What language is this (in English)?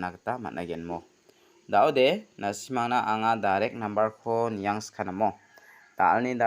Garo